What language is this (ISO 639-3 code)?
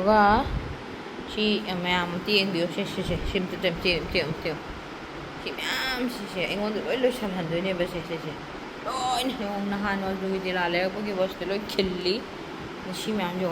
mni